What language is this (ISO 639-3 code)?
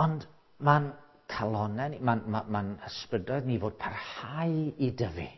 cym